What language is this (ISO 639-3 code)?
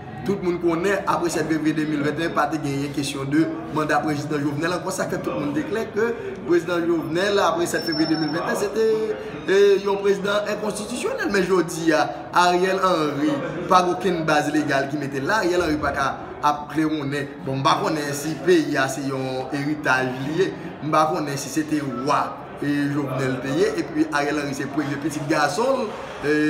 hat